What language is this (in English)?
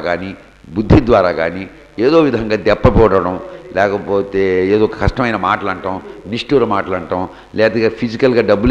Telugu